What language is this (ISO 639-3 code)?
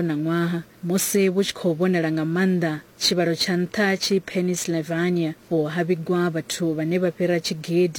ven